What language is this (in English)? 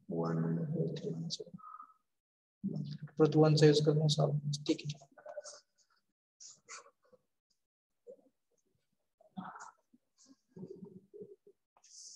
Marathi